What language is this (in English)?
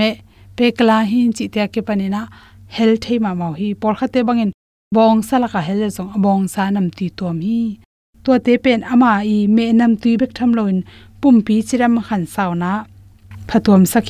Tedim Chin